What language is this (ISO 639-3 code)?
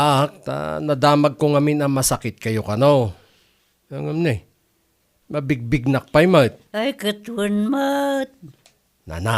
ilo